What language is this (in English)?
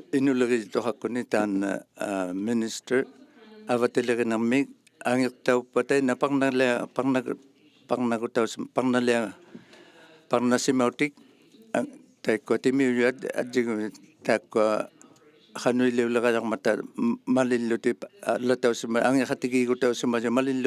Inuktitut